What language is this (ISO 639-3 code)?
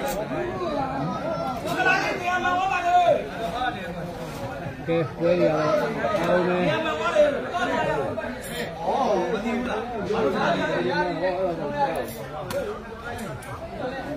mya